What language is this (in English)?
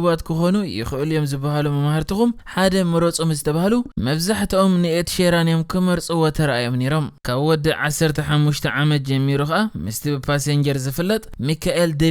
Tigrinya